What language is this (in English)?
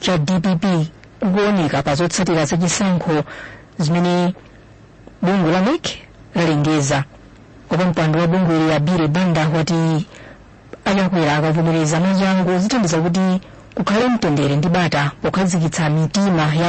Nyanja